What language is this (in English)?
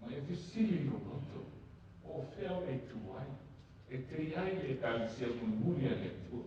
Samoan